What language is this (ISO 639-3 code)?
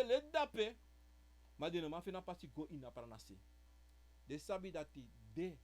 srn